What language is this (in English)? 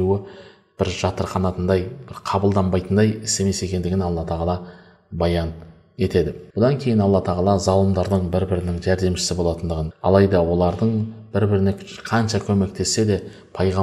Kazakh